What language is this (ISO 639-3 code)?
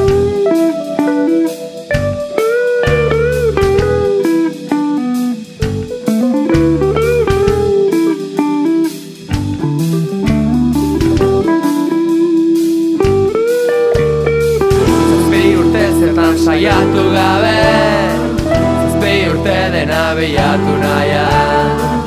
eus